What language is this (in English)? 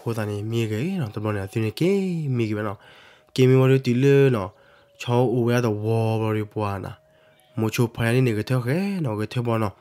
S'gaw Karen